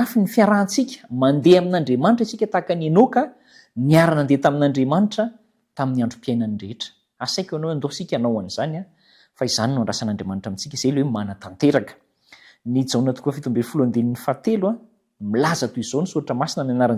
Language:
Malagasy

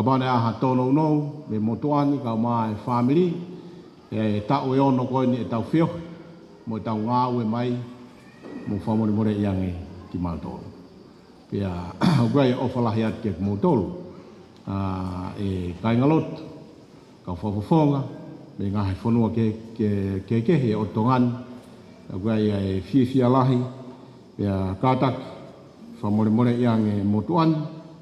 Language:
Tongan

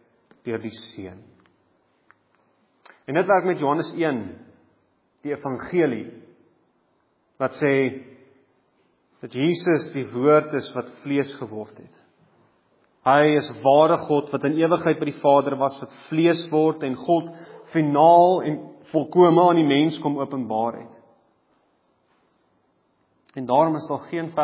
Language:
Afrikaans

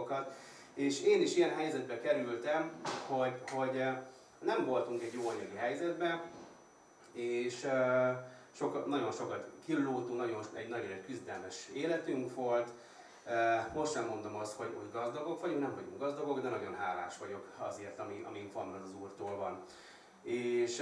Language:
Hungarian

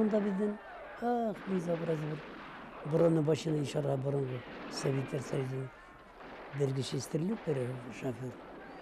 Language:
Bashkir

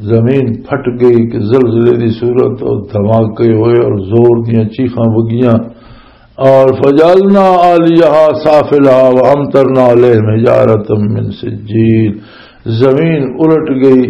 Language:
Western Panjabi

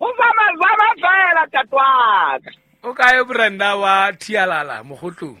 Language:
Southern Sotho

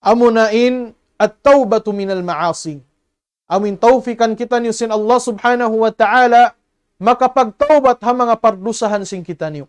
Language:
Tausug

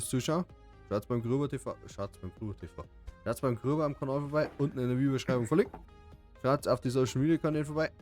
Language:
Bavarian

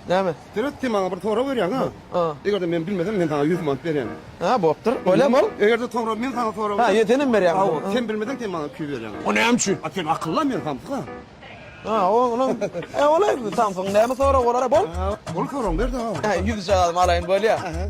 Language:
Turkmen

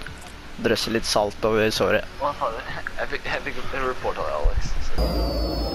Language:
Norwegian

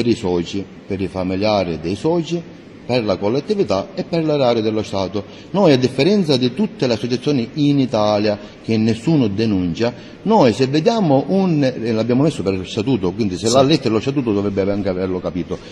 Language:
Italian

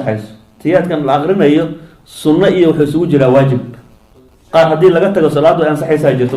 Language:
Somali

